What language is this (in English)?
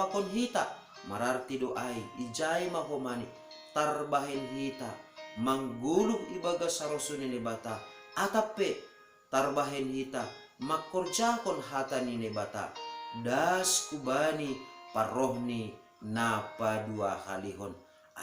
Batak Simalungun